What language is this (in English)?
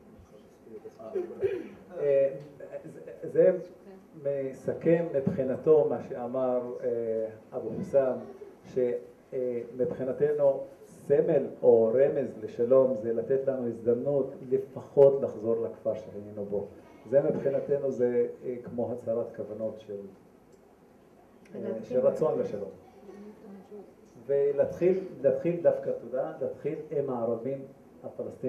Hebrew